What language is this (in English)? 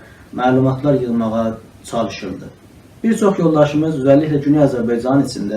South Azerbaijani